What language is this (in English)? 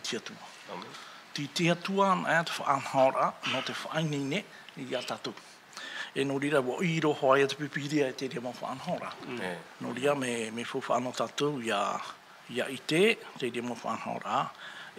Tahitian